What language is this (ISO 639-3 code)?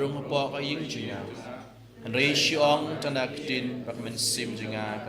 kha